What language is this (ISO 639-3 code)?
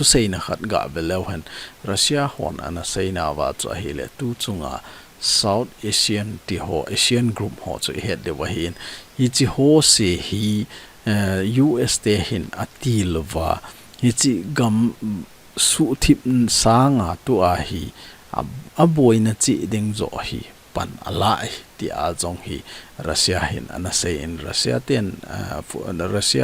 tcz